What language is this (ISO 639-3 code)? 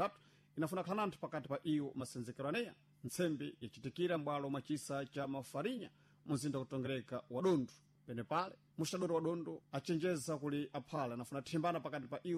seh